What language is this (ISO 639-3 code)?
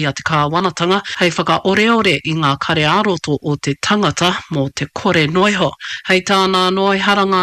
mri